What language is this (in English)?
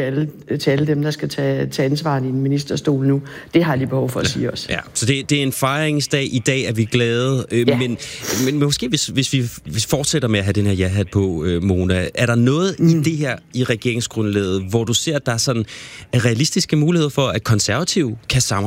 Danish